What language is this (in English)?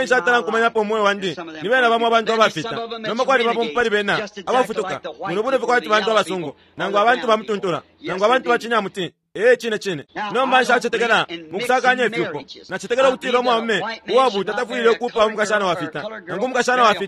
Bemba